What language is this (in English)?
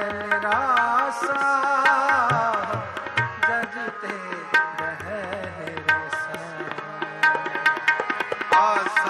Punjabi